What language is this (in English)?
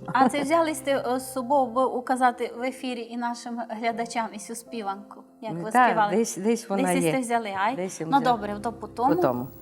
Rusyn